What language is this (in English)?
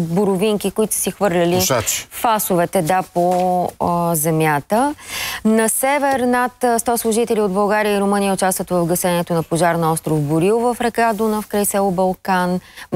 Bulgarian